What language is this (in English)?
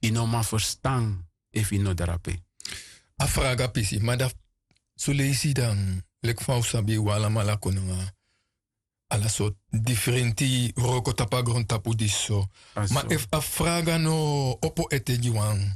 Sranan Tongo